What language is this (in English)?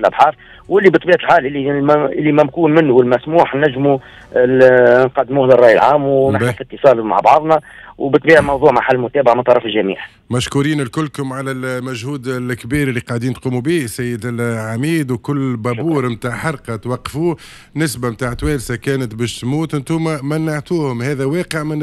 Tunisian Arabic